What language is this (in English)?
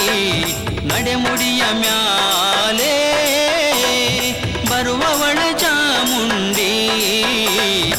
Kannada